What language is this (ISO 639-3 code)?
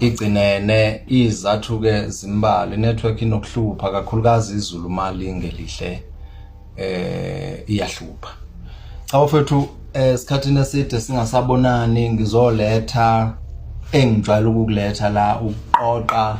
zul